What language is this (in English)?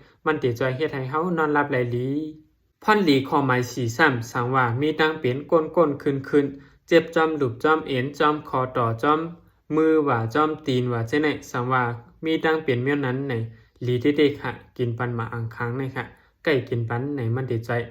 Shan